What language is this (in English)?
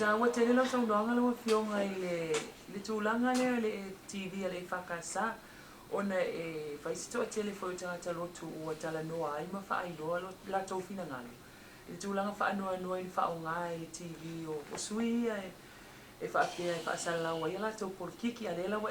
Samoan